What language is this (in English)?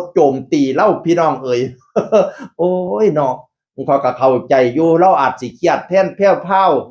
Northeastern Thai